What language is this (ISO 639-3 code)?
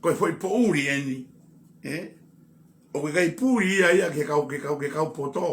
ton